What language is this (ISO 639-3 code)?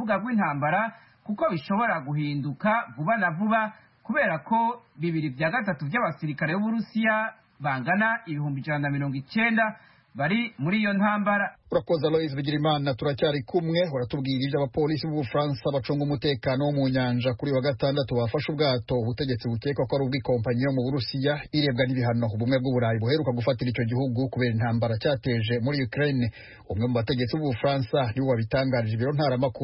kin